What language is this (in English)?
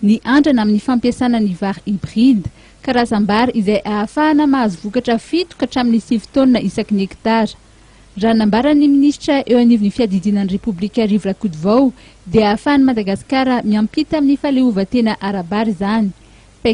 Malagasy